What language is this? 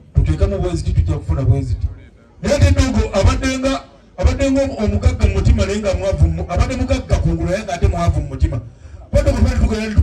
Ganda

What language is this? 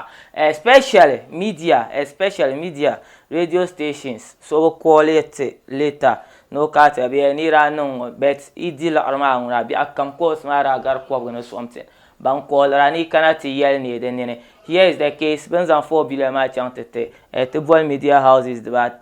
Dagbani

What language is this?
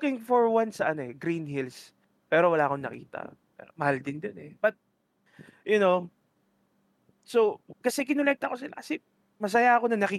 Filipino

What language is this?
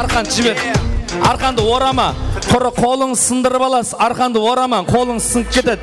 Kara-Kalpak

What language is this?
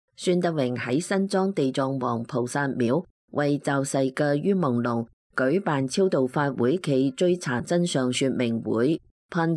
Cantonese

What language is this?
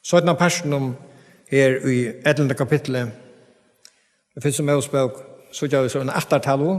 Faroese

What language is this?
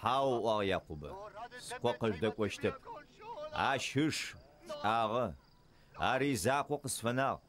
Adyghe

